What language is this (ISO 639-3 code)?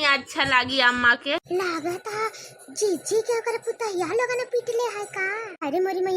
bho